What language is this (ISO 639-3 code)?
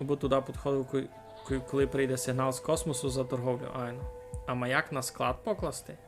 rue